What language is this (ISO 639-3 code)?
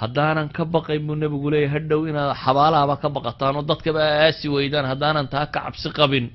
som